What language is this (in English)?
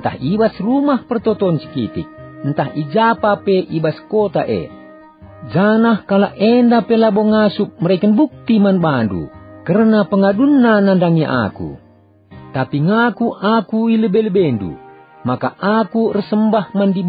Batak Karo